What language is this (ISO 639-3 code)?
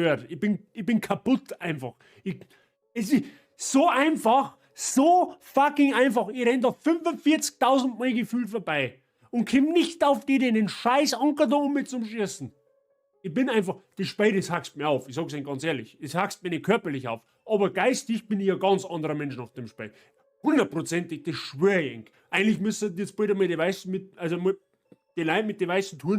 bar